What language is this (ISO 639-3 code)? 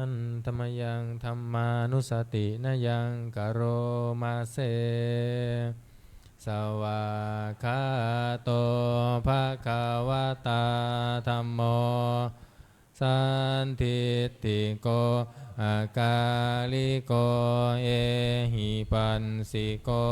pli